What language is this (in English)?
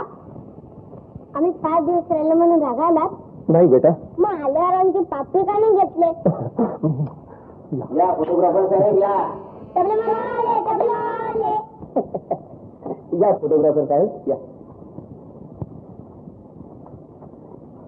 Marathi